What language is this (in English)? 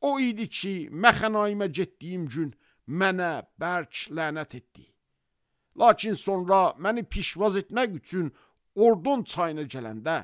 Azerbaijani